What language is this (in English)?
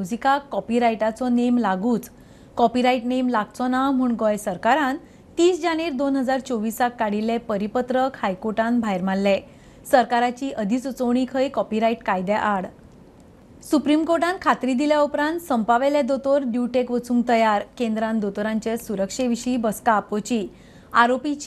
Konkani